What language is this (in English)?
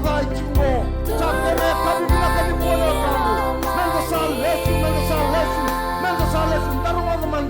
Fijian